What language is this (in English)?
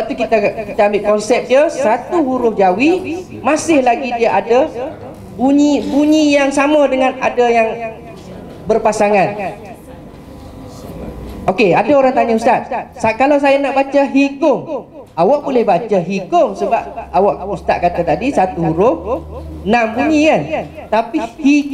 Malay